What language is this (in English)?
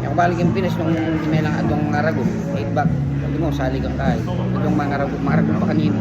Pampanga